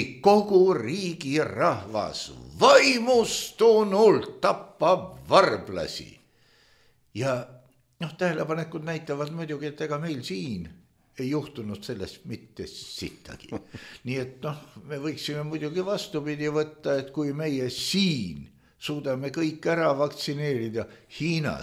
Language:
Estonian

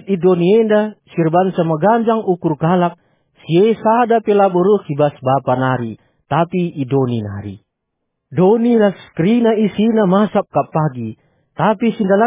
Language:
Batak Karo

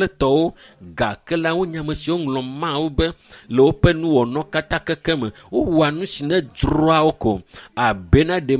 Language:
Ewe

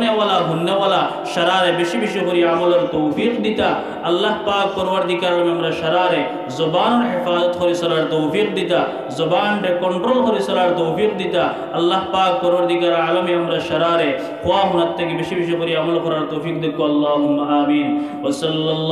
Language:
Sylheti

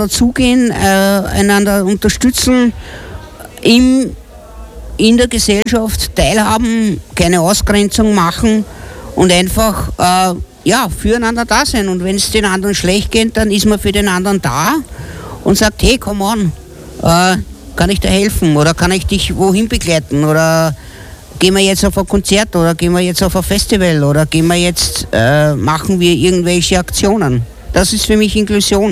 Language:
German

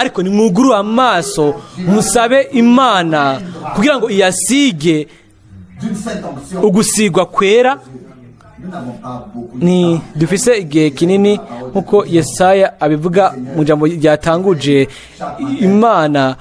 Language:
Rundi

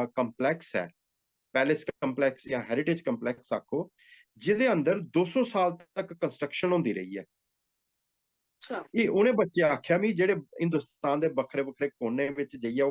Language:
Dogri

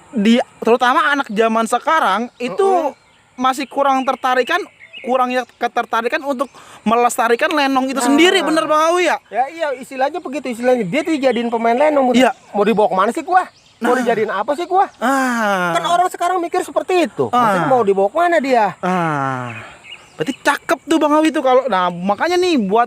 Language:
Betawi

